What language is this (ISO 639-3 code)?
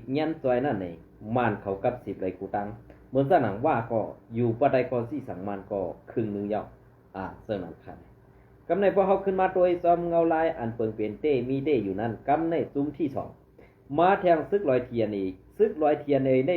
shn